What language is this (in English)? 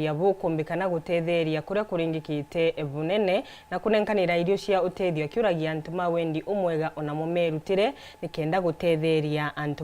Meru